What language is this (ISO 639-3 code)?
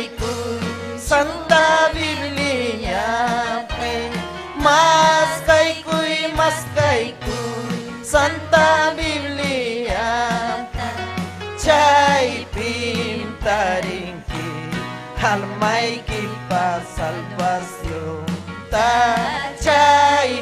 quy